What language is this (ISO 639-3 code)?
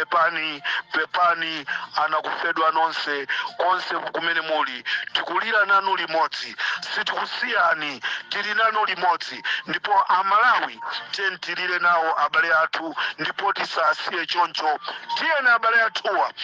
nya